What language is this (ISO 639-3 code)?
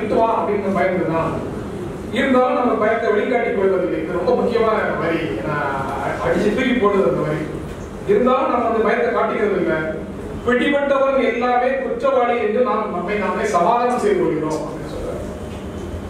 tam